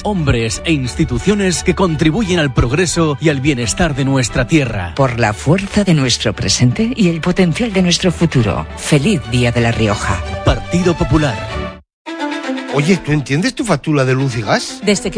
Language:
Spanish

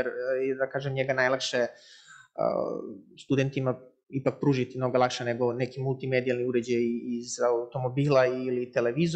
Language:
Serbian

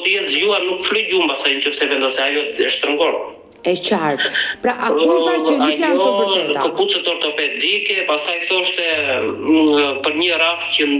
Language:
Albanian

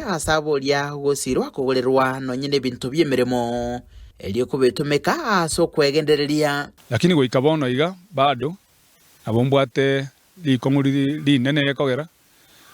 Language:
Gusii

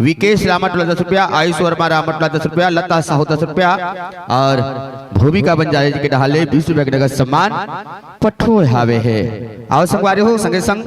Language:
Chhattisgarhi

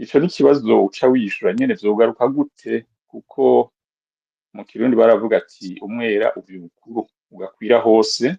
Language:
Rundi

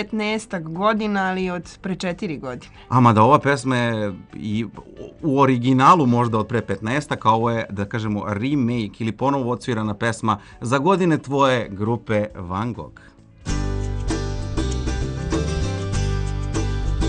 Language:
Serbian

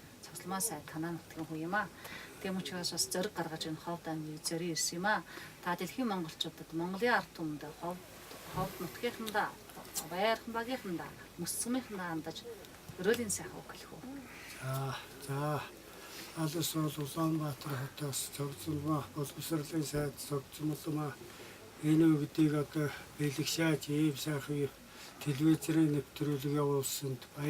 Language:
Mongolian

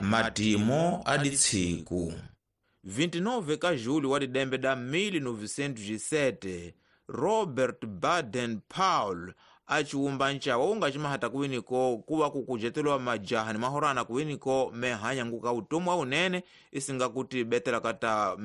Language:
Tsonga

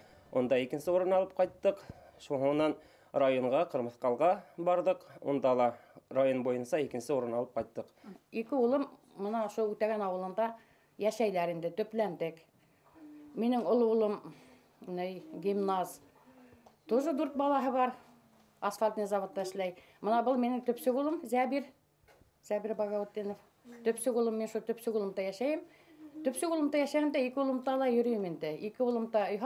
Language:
Bashkir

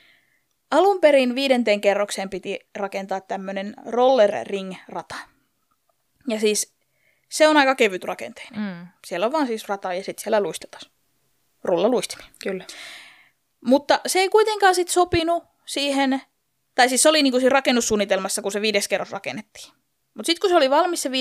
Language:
Finnish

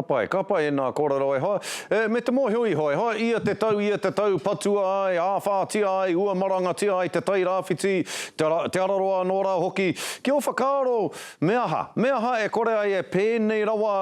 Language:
Māori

